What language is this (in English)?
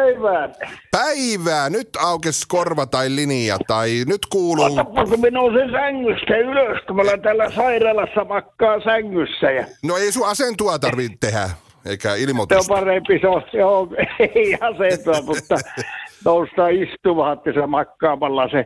Finnish